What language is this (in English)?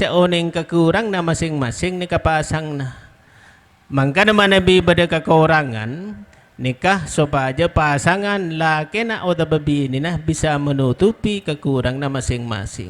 Madurese